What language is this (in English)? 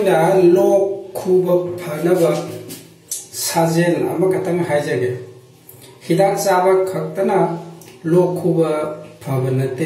Manipuri